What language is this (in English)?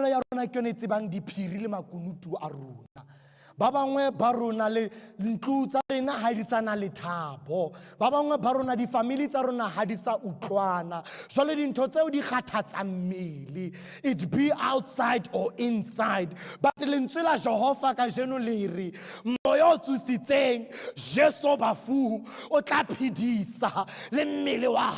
Southern Sotho